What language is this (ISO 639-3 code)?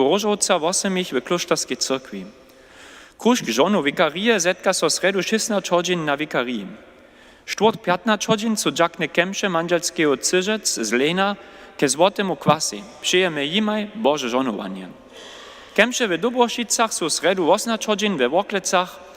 hsb